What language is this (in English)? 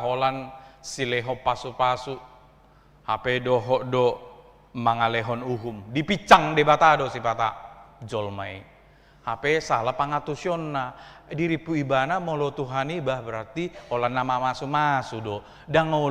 Batak Toba